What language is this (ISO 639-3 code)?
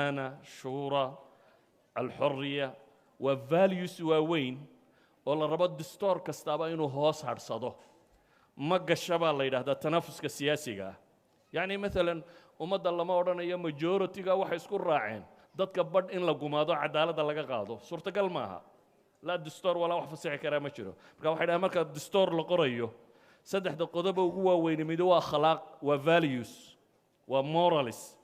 som